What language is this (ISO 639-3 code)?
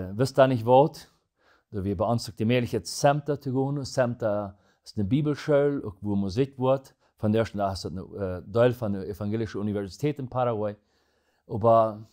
pdt